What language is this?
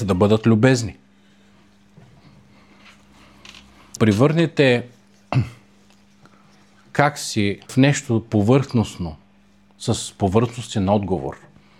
Bulgarian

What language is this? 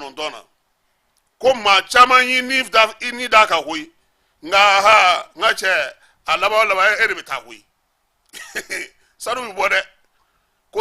Bambara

